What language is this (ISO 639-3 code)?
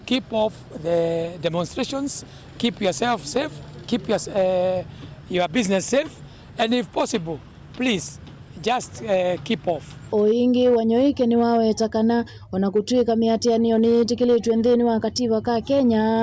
kam